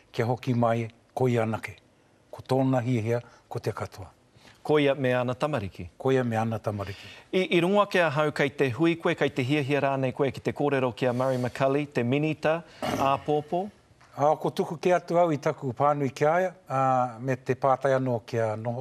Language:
Māori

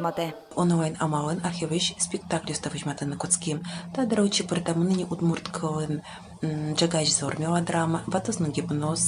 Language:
Udmurt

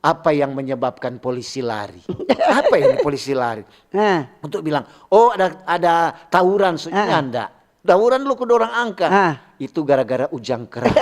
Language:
Manado Malay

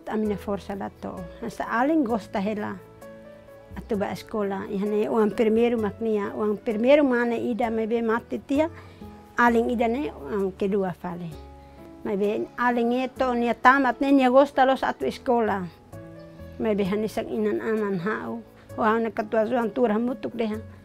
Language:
Tetum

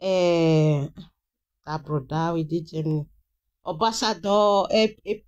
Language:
Nigerian Pidgin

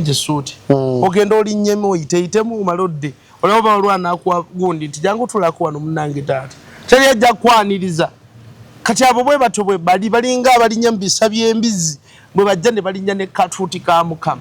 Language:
Ganda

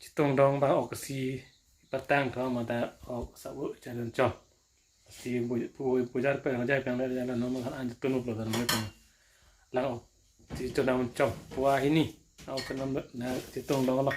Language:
Karbi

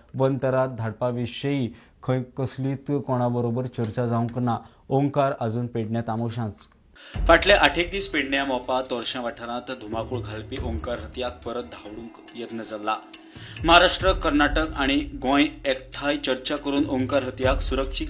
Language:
Konkani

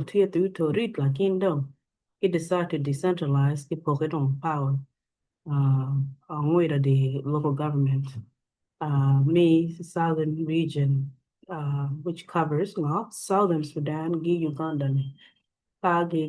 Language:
Acoli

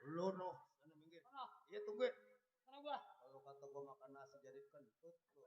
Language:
Betawi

